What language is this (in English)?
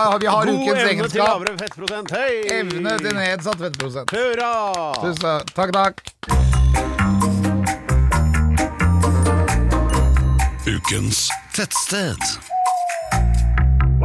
Norwegian